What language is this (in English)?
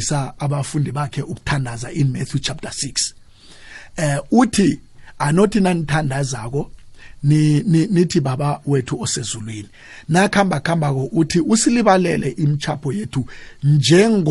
South Ndebele